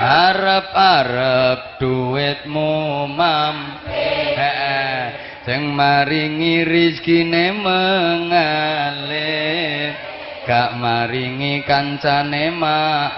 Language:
Javanese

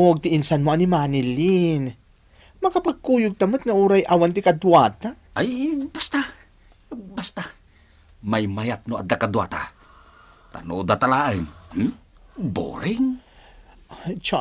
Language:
Iloko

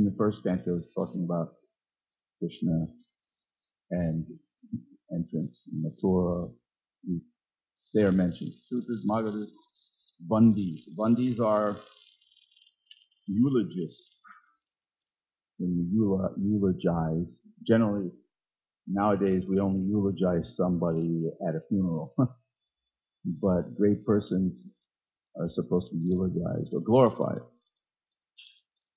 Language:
English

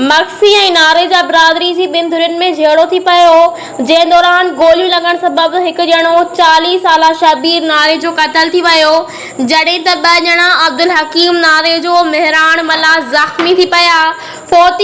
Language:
Sindhi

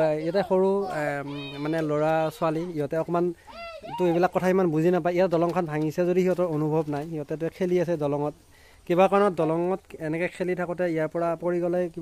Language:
Assamese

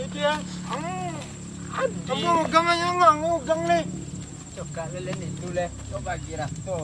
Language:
Minangkabau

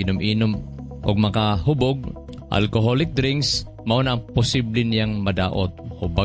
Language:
Cebuano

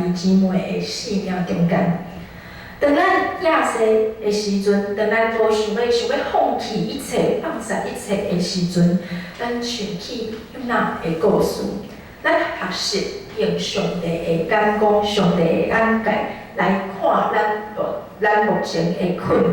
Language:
Min Nan Chinese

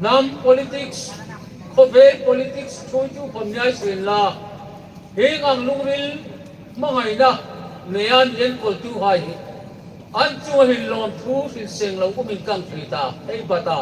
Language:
Hmar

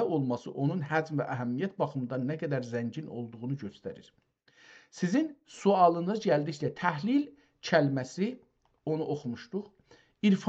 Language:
South Azerbaijani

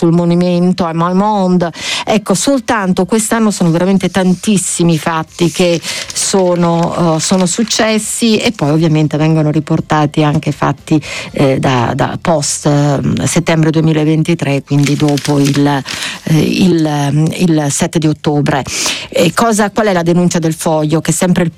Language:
Italian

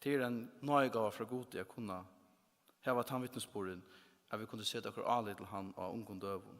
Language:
Faroese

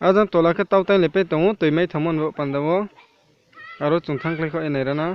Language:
Riang (India)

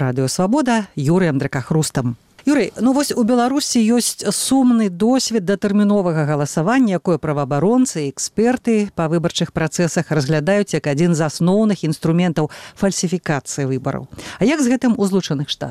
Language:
Belarusian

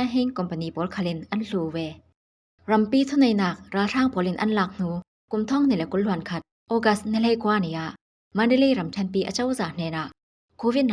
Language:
Falam Chin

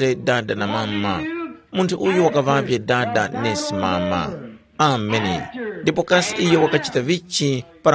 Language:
Tumbuka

